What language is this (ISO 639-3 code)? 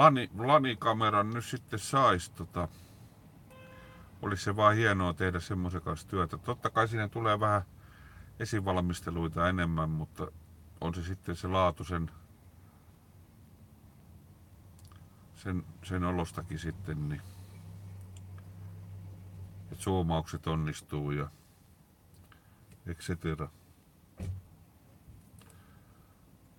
fin